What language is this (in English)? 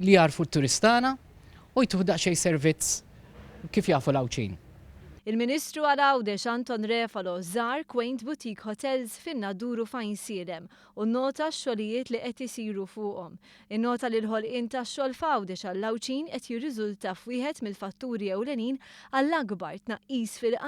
Maltese